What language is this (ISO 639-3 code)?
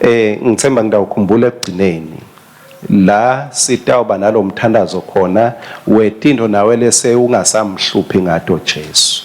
ssw